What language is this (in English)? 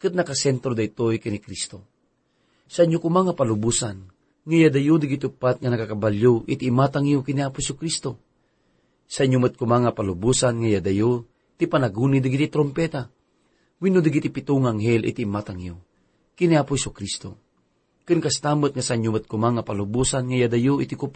Iloko